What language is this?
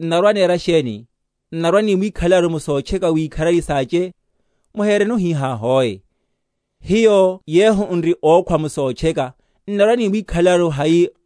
Makhuwa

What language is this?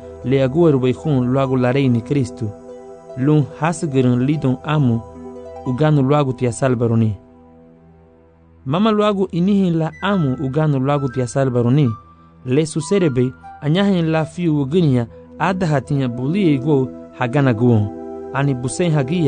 Garifuna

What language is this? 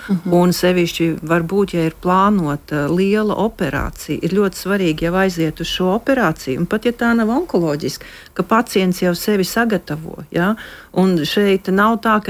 Latvian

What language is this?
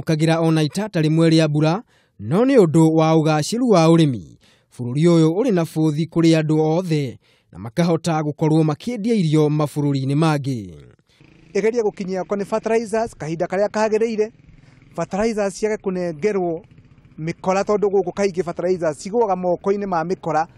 Kikuyu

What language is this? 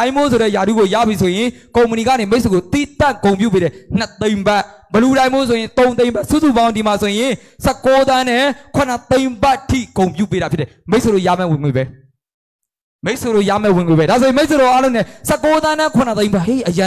Burmese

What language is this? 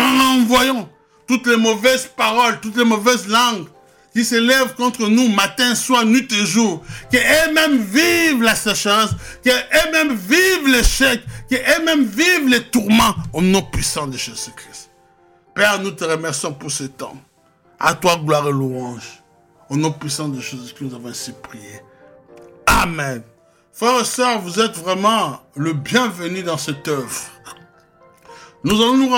French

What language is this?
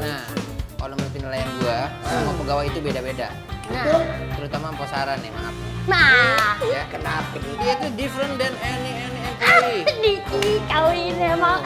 Betawi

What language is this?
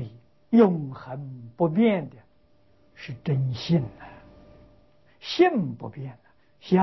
Chinese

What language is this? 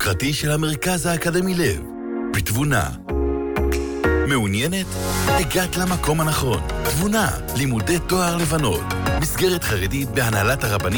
Hebrew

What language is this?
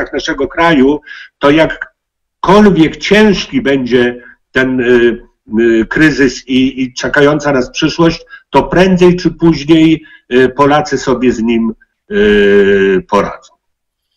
Polish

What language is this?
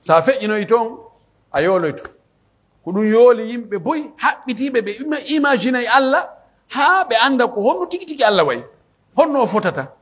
Pular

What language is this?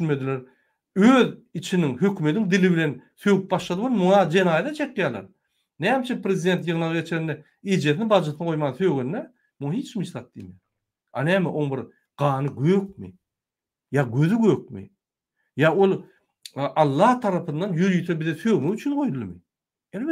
Turkmen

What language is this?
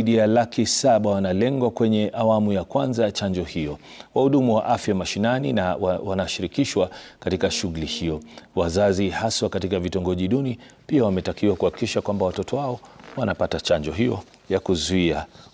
Swahili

